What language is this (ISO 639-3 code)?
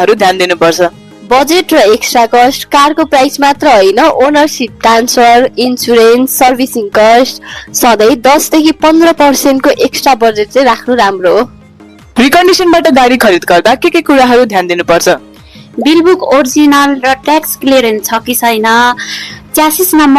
nep